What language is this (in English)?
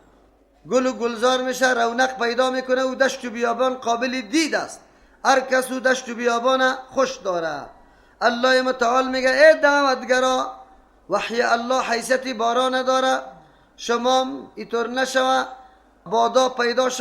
Persian